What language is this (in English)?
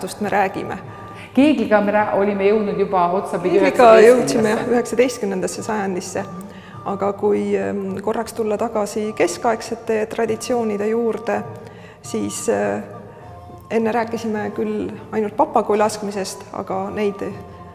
Estonian